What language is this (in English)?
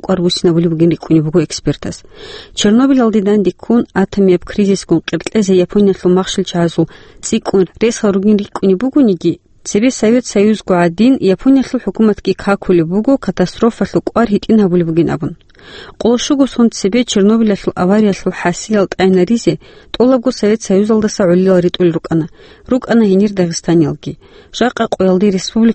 Avaric